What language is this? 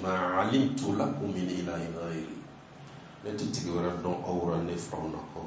Bambara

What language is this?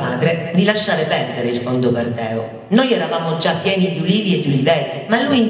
Italian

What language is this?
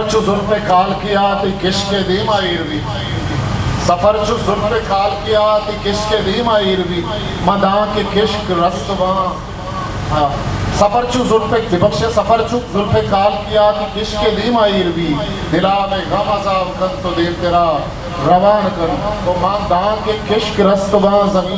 Eastern Balochi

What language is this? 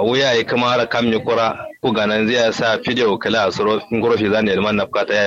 Kanuri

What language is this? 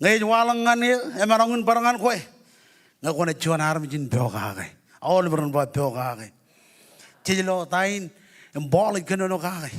Marshallese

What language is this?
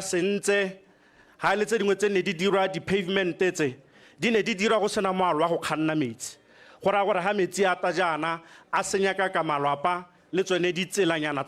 Tswana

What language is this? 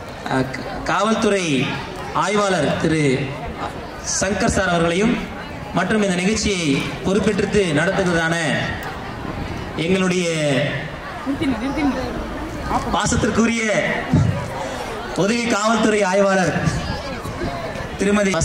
Tamil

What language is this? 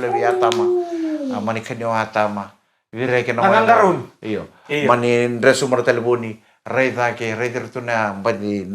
Fijian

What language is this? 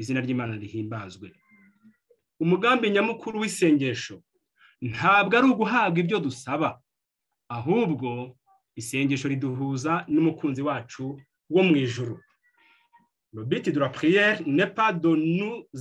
Kinyarwanda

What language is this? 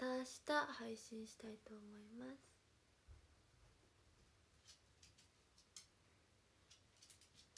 Japanese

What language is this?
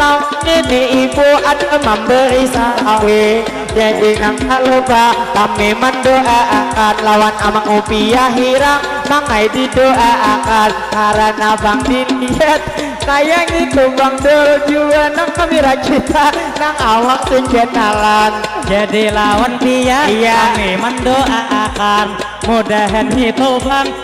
Banjar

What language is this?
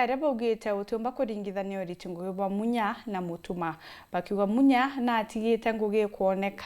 Meru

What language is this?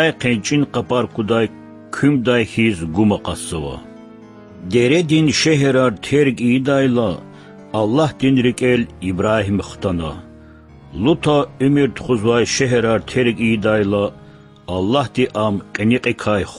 Lezghian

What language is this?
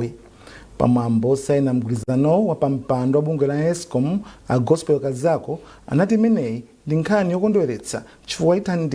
Nyanja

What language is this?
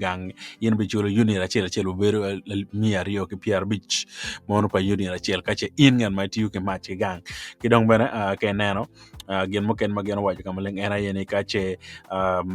Acoli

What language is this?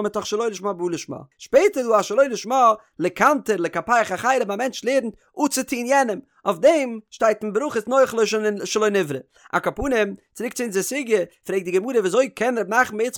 Yiddish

